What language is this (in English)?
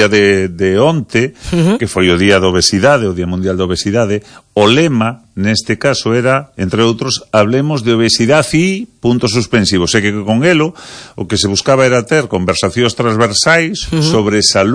Galician